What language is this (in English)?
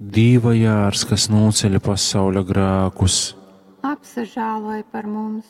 Latgalian